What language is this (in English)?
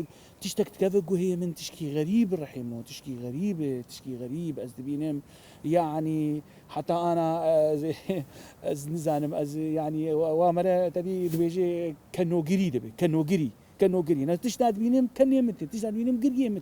Kurdish